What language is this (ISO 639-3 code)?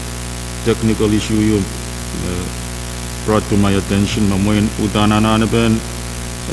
pon